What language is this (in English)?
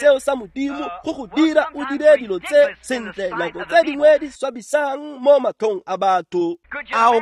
Tswana